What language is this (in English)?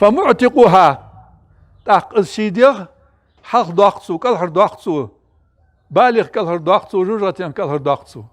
Ingush